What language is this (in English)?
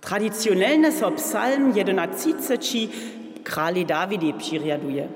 Upper Sorbian